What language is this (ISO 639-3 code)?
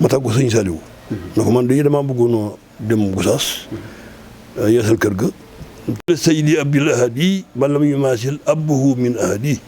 wol